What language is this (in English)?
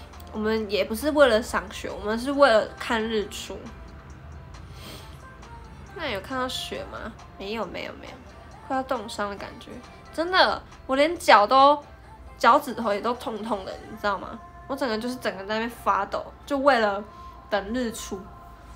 Chinese